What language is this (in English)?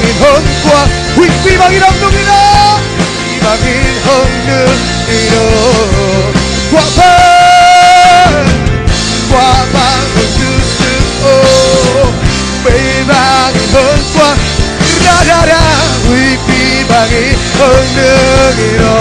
Tedim Chin